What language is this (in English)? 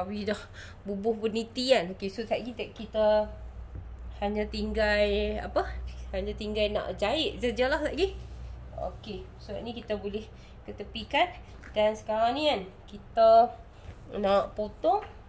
Malay